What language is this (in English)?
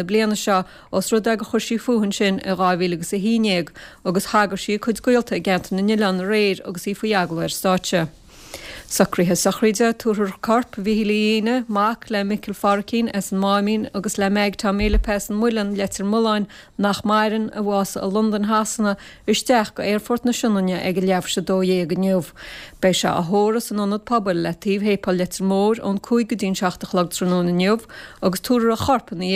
Irish